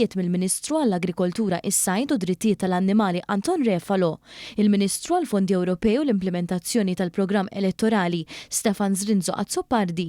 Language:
Maltese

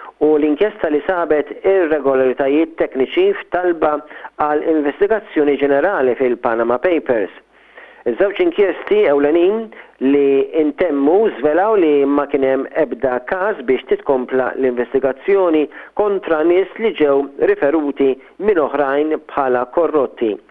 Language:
Maltese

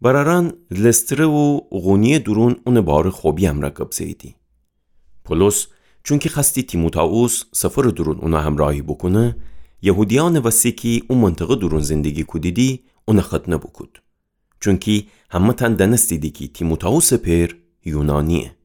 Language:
Gilaki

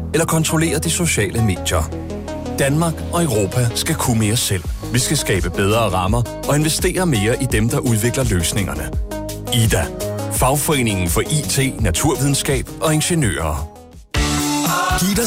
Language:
Danish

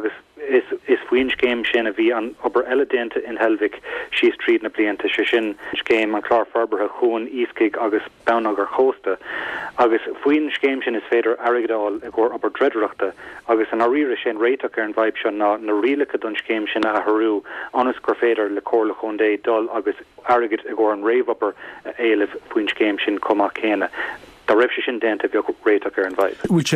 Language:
Irish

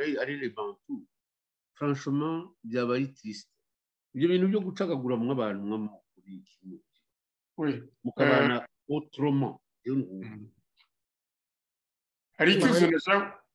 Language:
Kinyarwanda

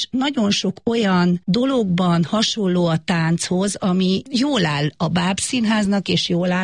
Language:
Hungarian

